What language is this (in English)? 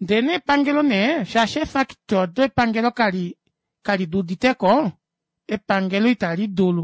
Kuanyama